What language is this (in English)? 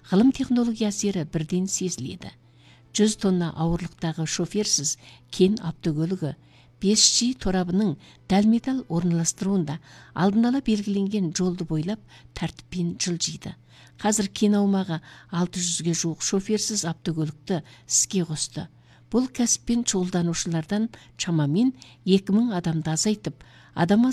Kazakh